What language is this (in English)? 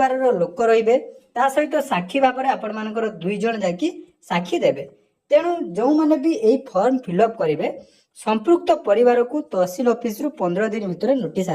Odia